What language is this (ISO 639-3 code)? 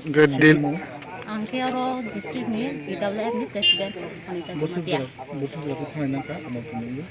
ria